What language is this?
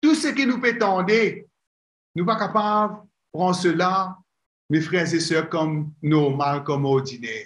Morisyen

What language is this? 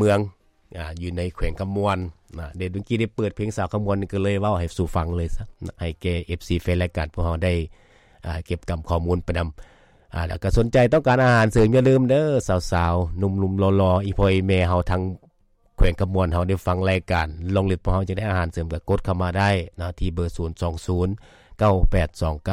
Lao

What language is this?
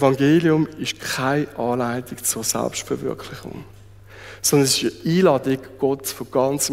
Swiss German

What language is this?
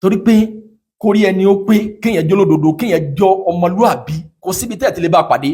Yoruba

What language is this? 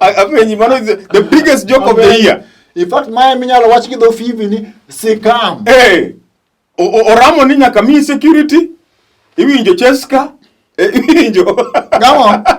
Luo (Kenya and Tanzania)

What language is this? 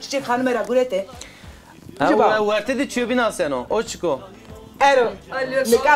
Zaza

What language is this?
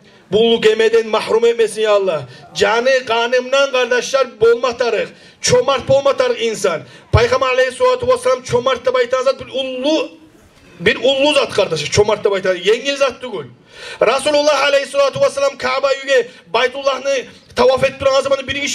Kumyk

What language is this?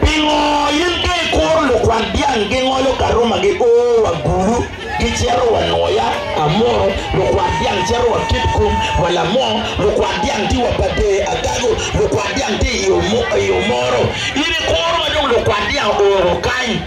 Acoli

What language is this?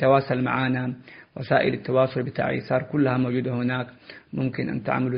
Tigre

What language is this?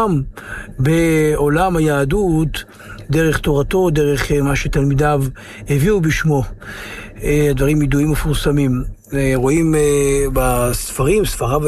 Hebrew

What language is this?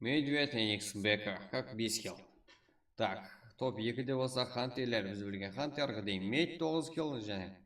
Kara-Kalpak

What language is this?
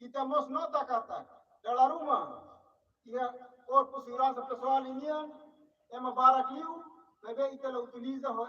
Tetum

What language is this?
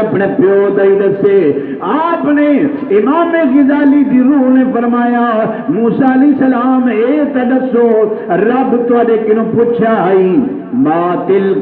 Saraiki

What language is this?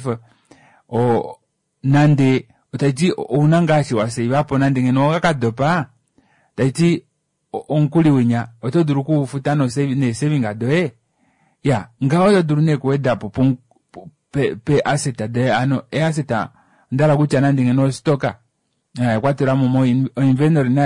Kuanyama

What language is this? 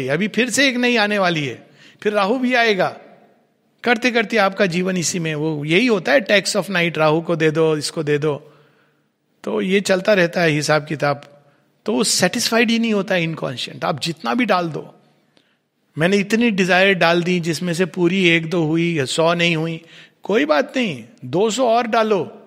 Hindi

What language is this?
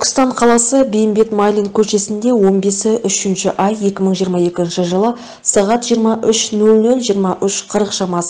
Kazakh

